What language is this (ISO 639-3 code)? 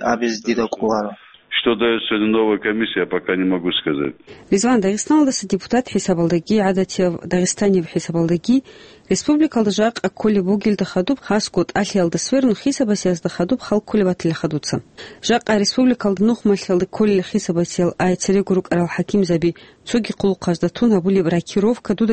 ava